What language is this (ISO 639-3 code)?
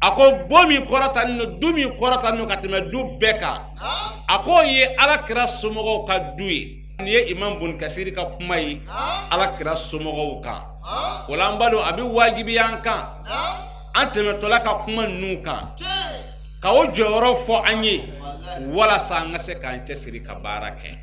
bam